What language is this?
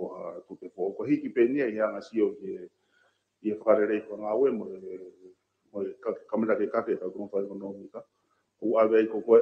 Tongan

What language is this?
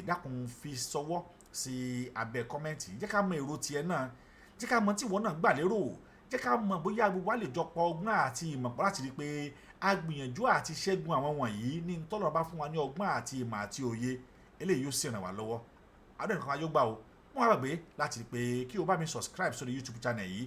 Yoruba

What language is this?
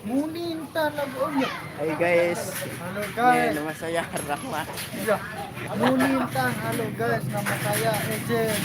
Sasak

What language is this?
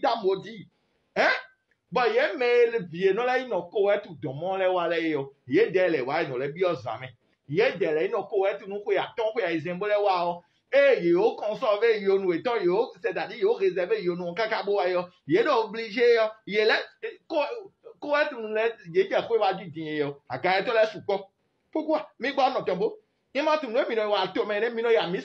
Fon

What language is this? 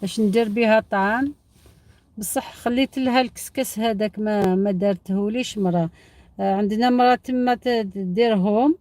Algerian Arabic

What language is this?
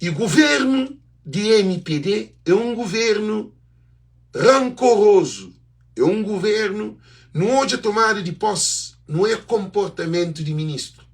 Kabuverdianu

